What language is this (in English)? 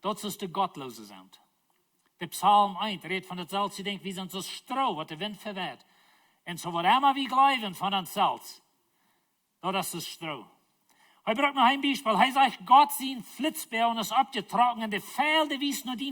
Plautdietsch